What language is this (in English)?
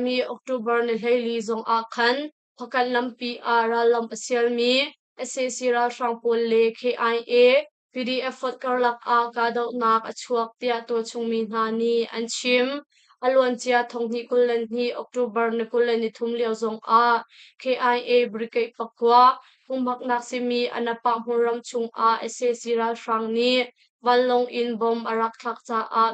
Hakha Chin